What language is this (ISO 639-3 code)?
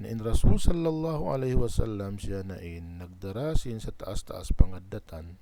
tsg